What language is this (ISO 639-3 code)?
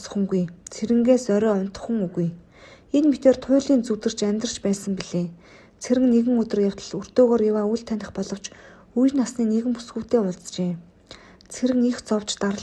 mon